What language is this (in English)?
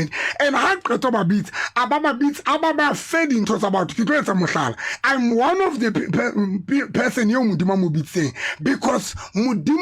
Southern Sotho